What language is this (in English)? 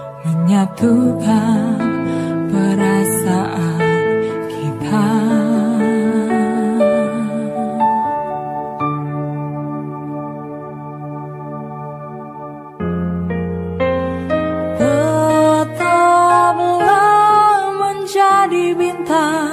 Indonesian